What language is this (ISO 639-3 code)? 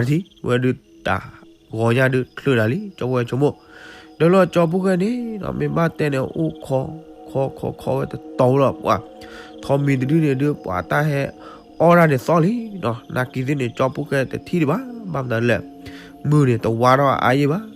ksw